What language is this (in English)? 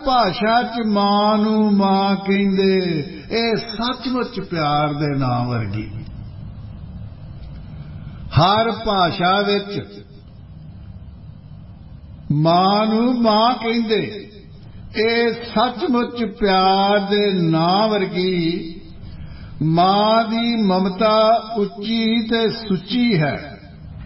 Punjabi